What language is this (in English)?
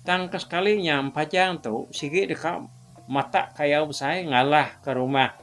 Iban